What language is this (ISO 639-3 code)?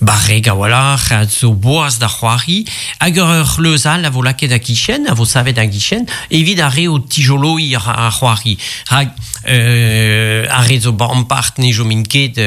bre